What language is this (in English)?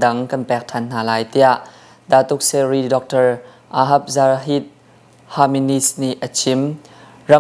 Hakha Chin